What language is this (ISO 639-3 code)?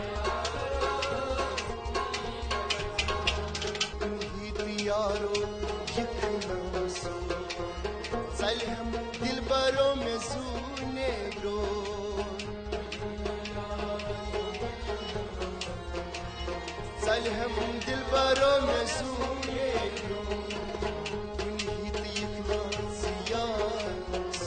kas